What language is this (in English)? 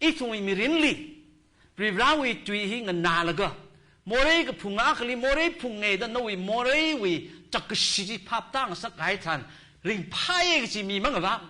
Tangkhul Naga (India)